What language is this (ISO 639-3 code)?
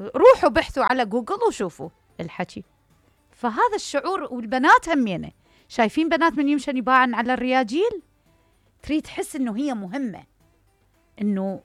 acm